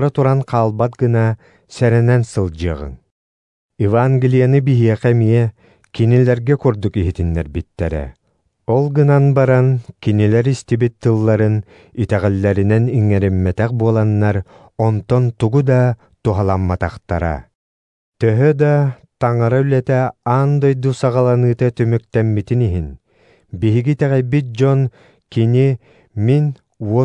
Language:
Yakut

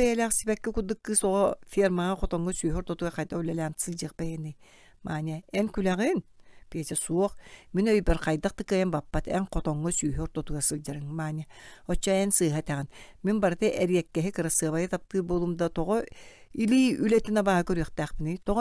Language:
Yakut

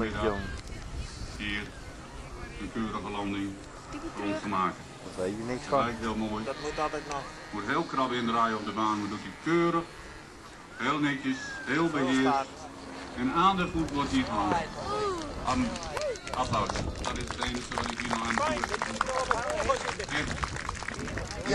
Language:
Dutch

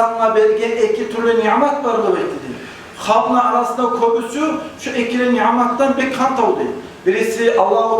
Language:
Kumyk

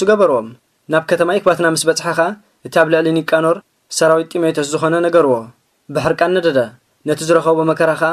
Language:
Tigrinya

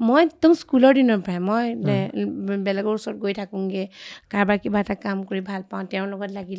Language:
Assamese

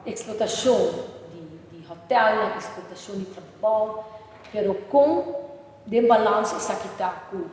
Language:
Papiamento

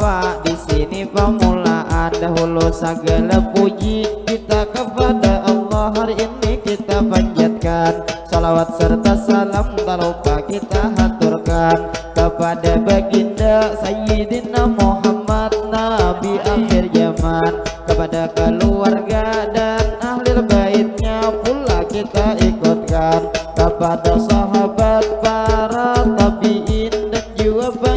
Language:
Banjar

